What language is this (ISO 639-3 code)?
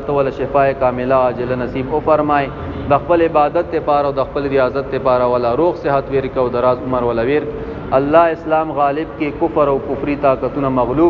pus